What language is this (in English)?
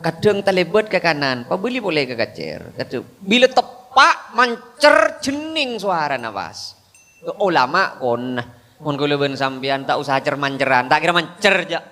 Madurese